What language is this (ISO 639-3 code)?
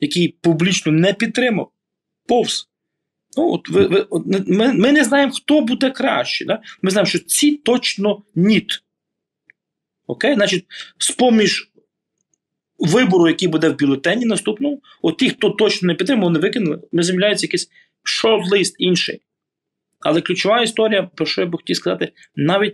ukr